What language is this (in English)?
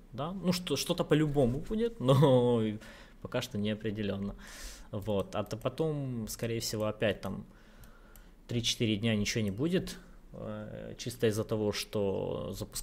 Russian